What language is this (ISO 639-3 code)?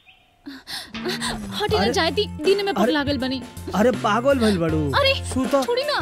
bho